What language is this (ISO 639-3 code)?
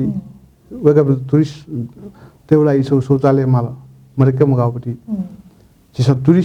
new